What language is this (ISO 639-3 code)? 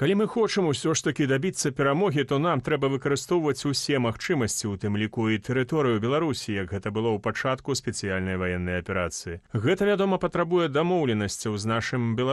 bel